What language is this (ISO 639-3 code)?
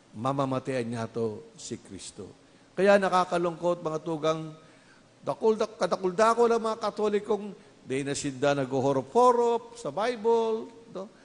bik